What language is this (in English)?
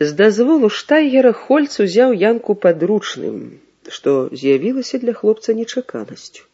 Belarusian